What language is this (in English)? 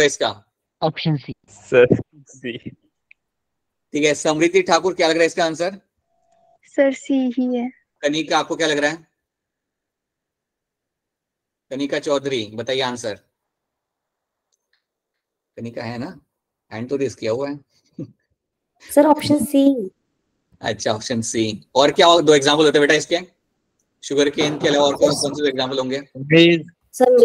Hindi